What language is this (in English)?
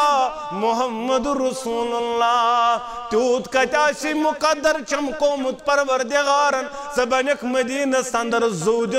Kashmiri